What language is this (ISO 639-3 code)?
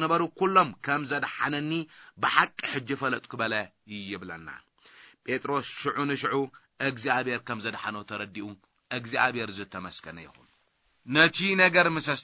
tir